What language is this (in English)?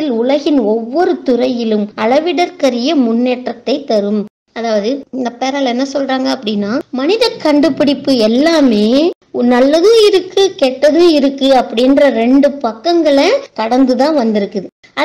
Tamil